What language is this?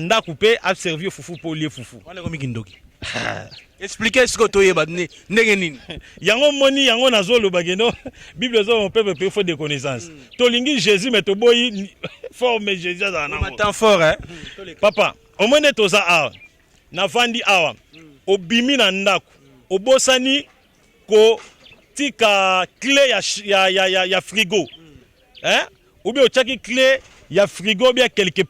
Lingala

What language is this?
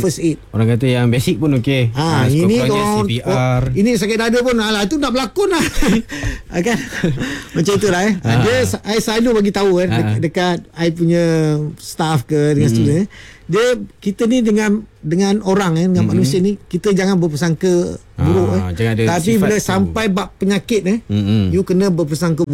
Malay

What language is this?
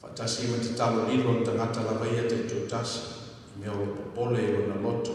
Samoan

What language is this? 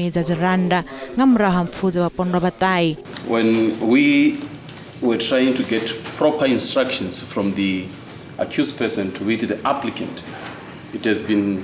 Venda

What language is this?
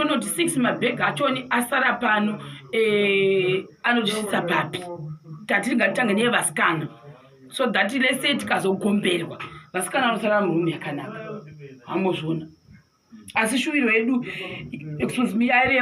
Shona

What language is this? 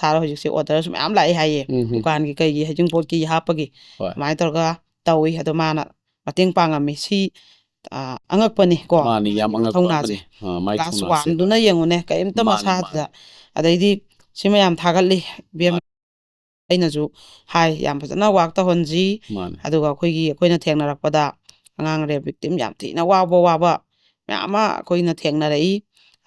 Manipuri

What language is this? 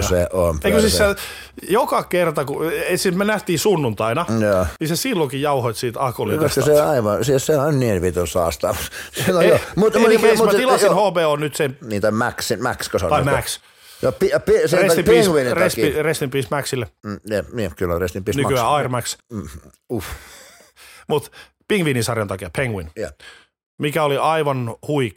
Finnish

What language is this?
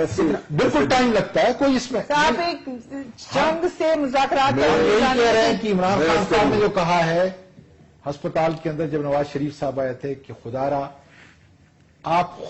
Urdu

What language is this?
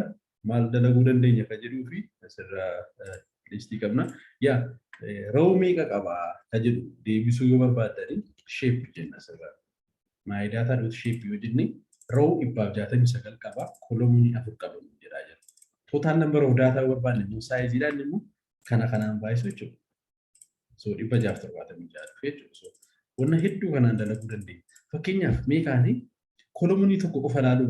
Oromo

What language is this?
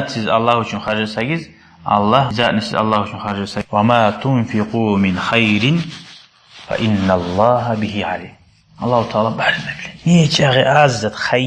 Kumyk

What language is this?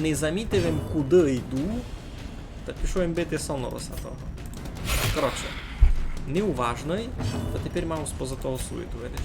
Rusyn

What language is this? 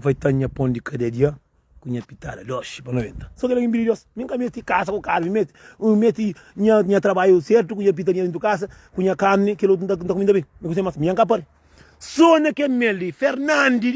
Kabuverdianu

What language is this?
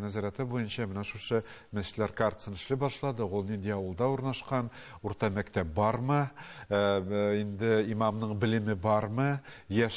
Tatar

